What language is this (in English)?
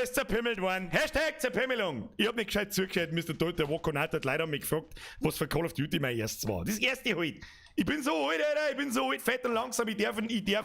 Bavarian